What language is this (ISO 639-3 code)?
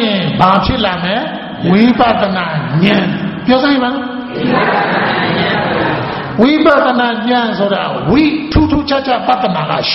mya